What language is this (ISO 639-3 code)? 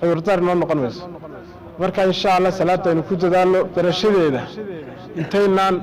som